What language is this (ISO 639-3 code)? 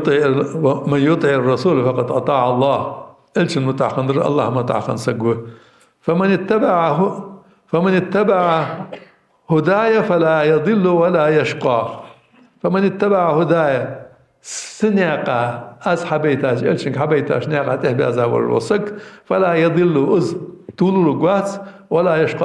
inh